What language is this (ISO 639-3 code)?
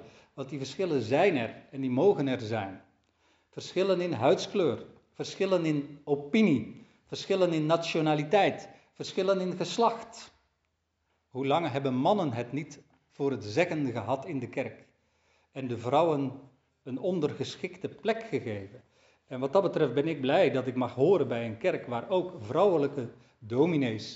nld